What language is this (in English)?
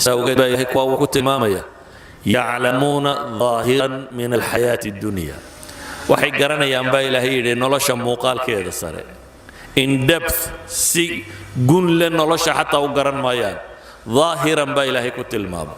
Somali